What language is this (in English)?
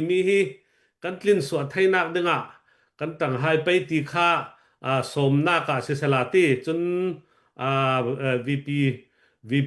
Hakha Chin